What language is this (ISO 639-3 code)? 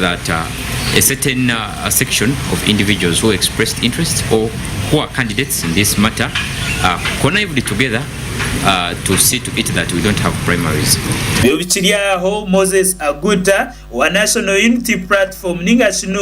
nyn